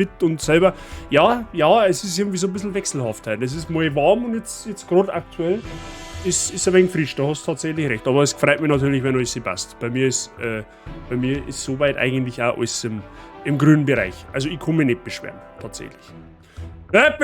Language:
Bavarian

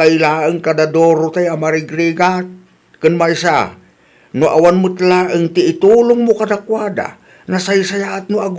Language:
Iloko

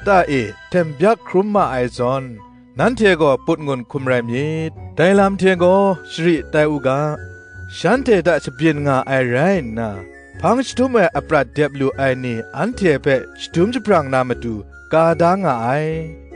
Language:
Kachin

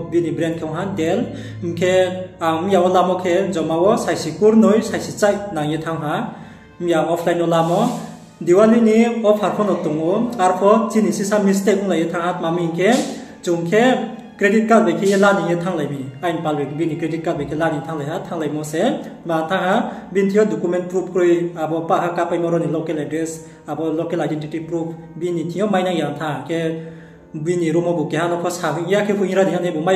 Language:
Riang (India)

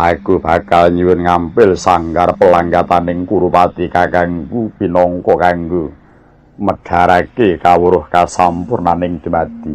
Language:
Javanese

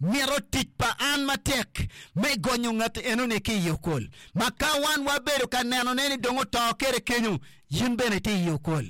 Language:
Acoli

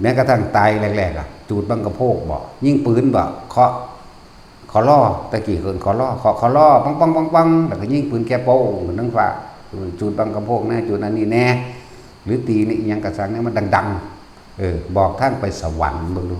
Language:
Northeastern Thai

